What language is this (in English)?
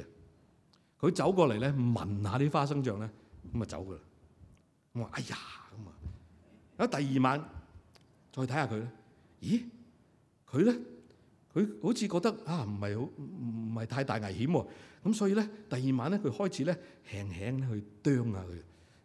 Cantonese